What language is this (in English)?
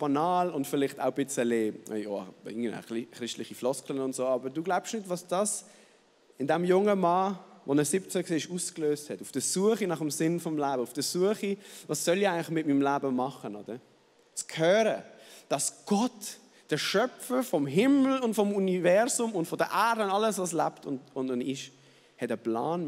Swiss German